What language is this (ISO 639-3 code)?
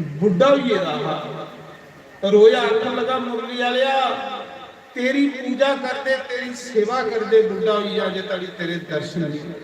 doi